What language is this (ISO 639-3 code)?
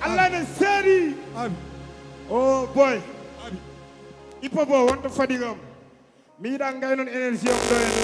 ful